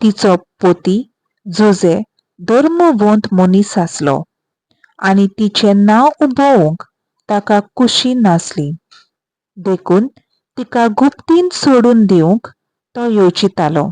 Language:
Konkani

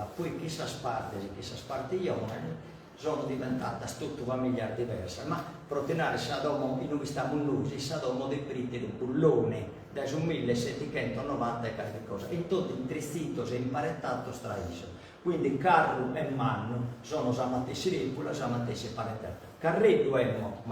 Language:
Sardinian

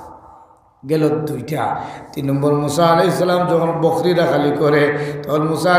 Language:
Sylheti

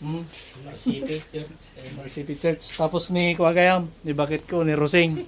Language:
Iloko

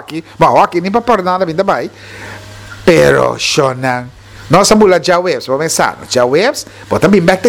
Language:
Papiamento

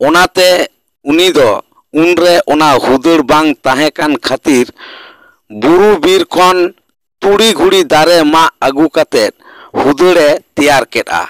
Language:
Santali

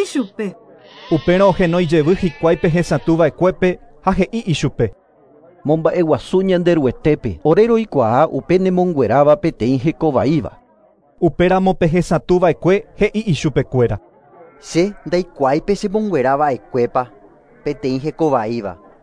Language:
Guarani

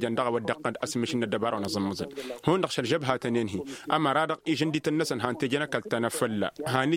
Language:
Tamasheq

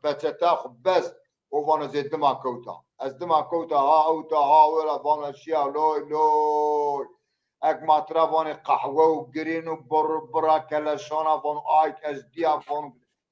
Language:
Zaza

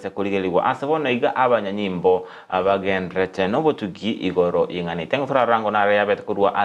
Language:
Gusii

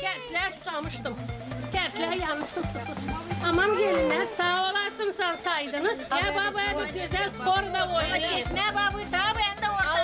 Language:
Gagauz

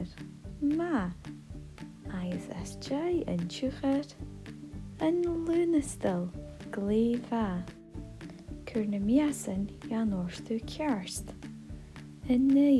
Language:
Scottish Gaelic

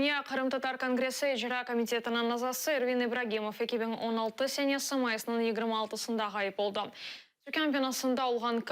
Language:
Crimean Tatar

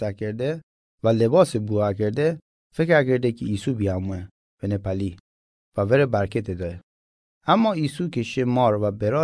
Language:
Mazanderani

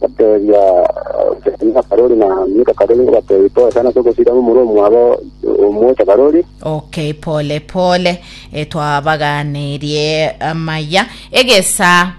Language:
Gusii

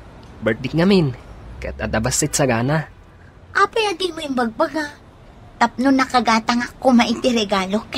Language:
Iloko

